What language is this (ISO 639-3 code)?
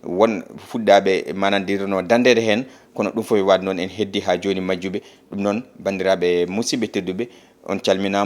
ful